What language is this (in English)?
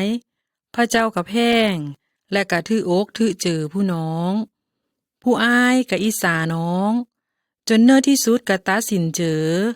Lao